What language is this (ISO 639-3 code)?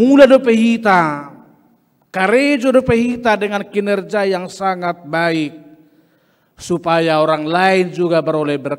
bbc